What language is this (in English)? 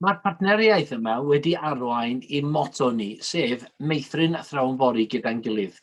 Welsh